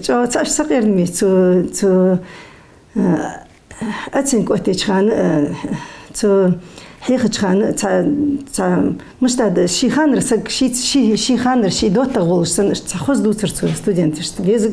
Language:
Ingush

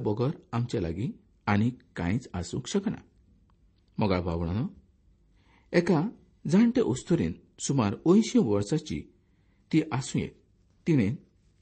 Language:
Konkani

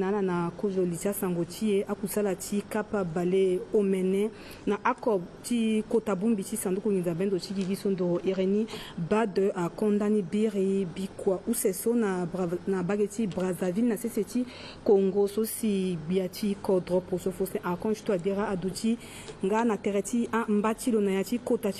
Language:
Sango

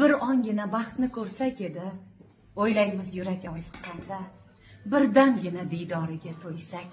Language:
Uzbek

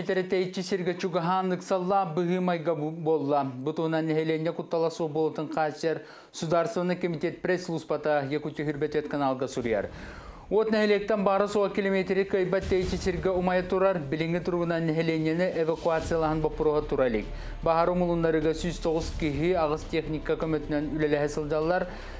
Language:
Yakut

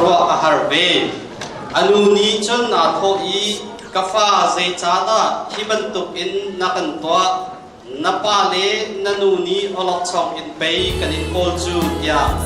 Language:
Hakha Chin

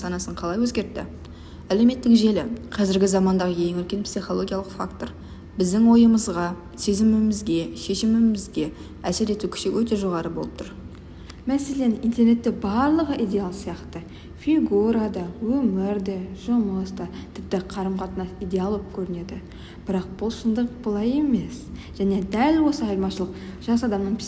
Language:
Kazakh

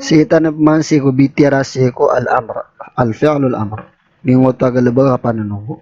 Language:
Maranao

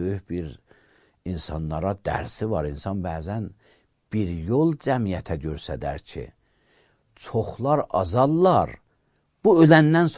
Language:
Azerbaijani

